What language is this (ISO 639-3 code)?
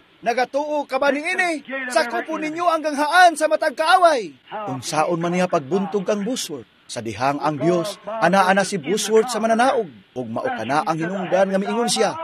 ceb